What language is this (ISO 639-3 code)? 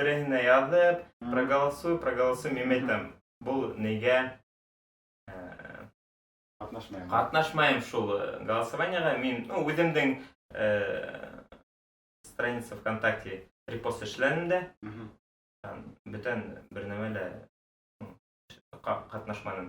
bak